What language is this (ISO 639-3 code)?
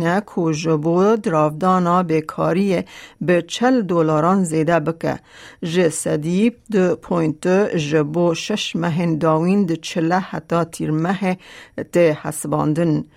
kur